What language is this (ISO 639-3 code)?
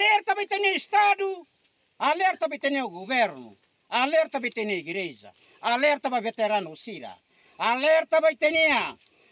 tet